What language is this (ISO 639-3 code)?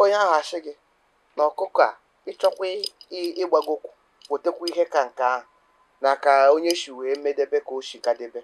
ibo